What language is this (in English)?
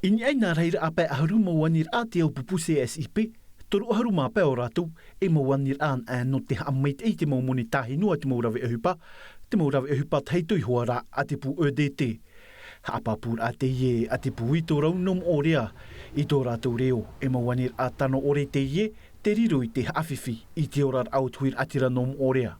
Tahitian